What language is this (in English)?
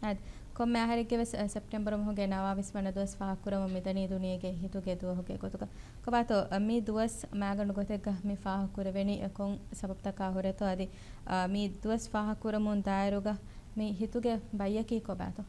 Divehi